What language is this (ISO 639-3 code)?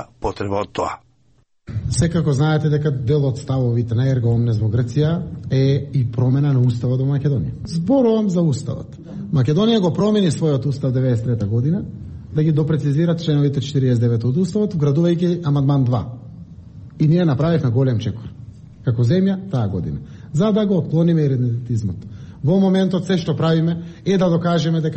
mkd